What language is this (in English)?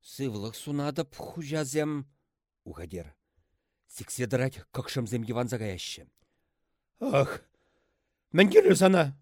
Chuvash